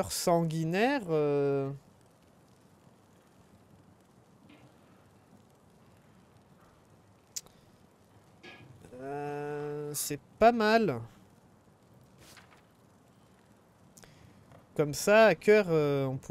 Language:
French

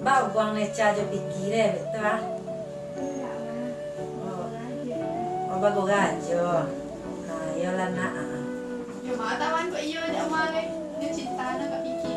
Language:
Minangkabau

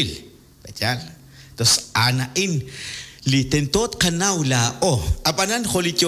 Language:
Kekchí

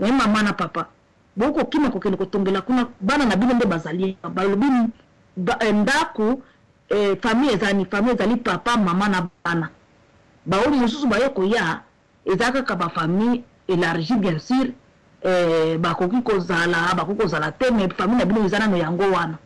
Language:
Lingala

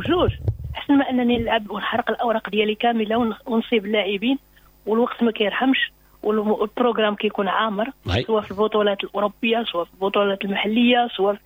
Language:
Moroccan Arabic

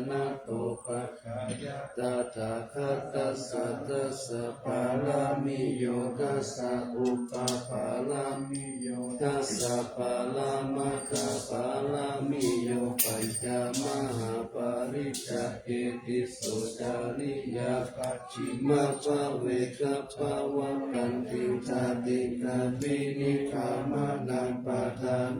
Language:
Pali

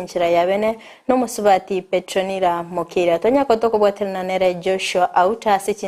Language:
Gusii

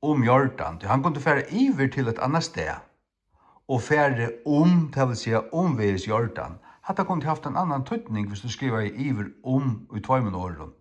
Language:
Faroese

